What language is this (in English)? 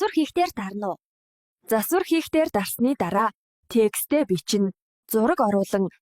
Mongolian